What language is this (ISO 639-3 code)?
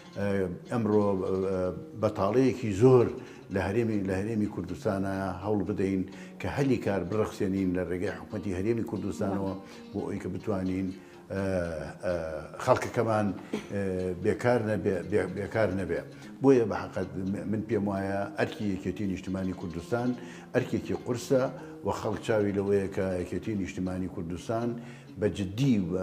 ckb